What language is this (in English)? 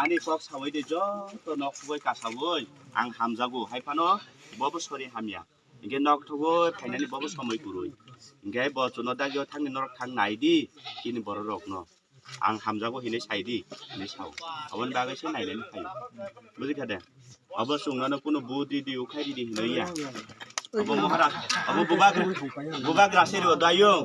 Kok Borok